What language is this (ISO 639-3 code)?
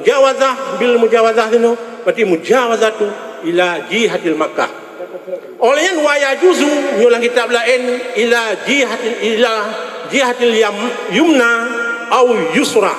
ace